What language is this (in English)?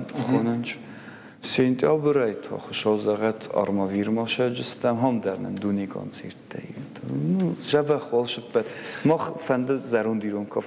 Ossetic